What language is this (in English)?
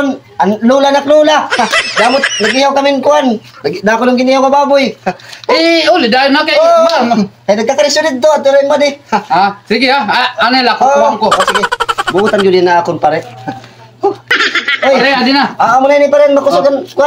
Waray